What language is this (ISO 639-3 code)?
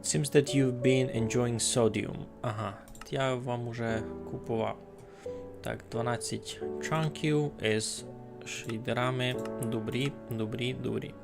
rue